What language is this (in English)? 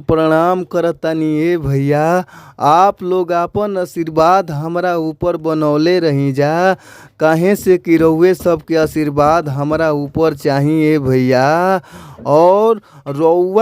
Bhojpuri